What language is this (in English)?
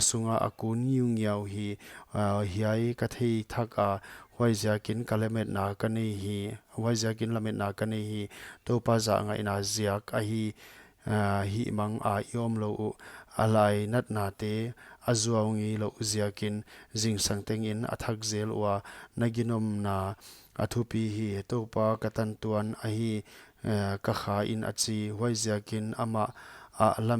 Paite Chin